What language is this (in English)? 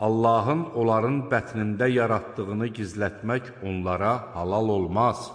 Azerbaijani